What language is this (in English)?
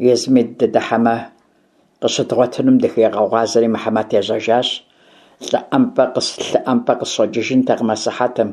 Kabardian